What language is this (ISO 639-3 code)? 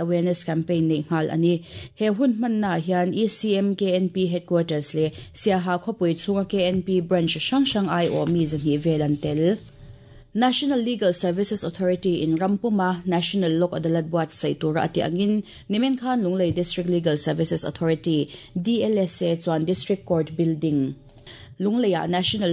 lus